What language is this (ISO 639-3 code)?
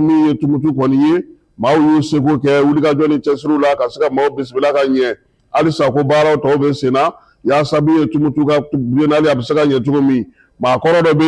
bam